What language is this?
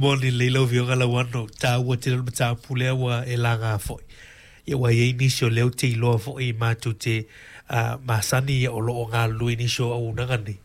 Samoan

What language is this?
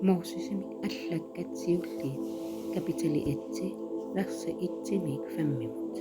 Kalaallisut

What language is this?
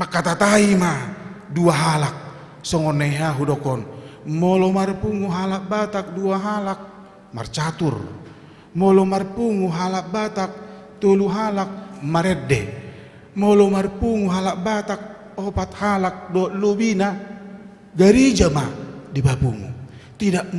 Batak Toba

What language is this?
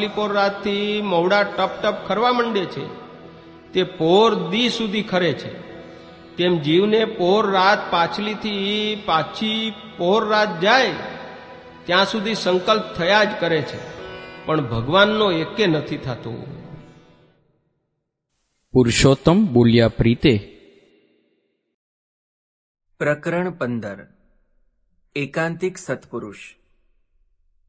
Gujarati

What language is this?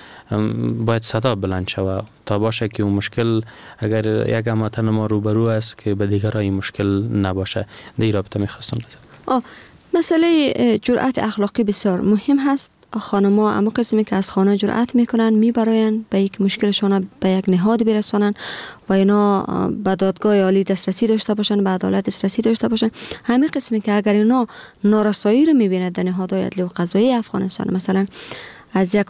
Persian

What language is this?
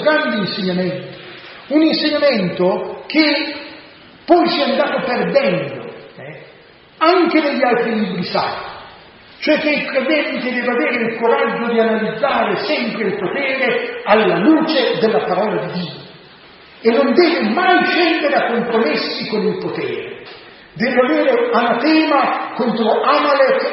Italian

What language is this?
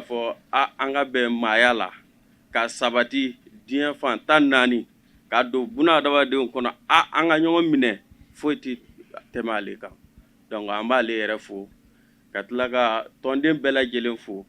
Bambara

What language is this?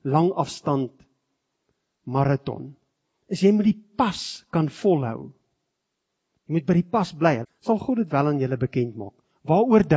Afrikaans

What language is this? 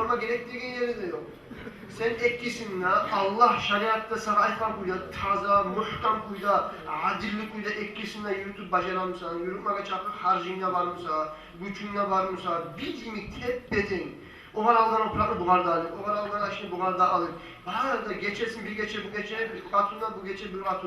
Kumyk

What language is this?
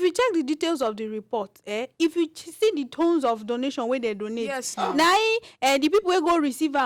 Nigerian Pidgin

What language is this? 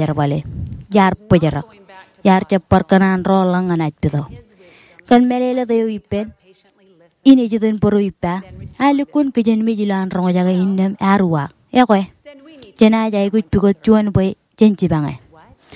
Marshallese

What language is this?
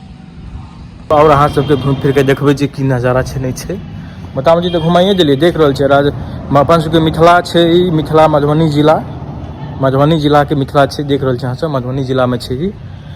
Maithili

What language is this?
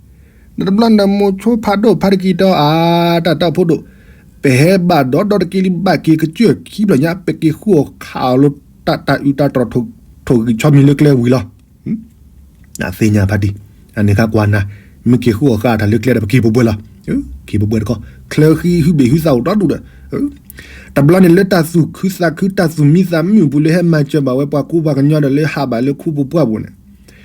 S'gaw Karen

